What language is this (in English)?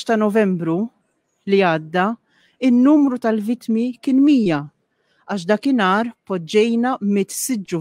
Maltese